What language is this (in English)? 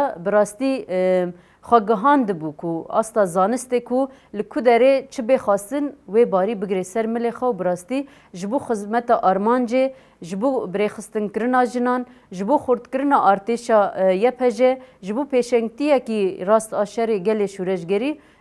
Kurdish